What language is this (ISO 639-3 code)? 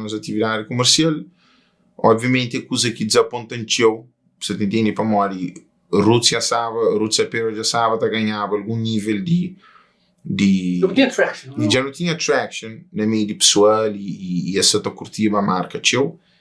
kea